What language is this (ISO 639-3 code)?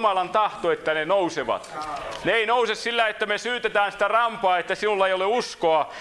fin